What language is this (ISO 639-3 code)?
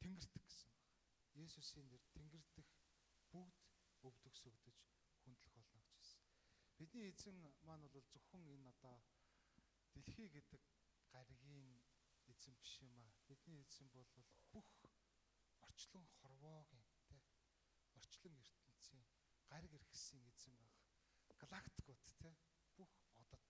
mon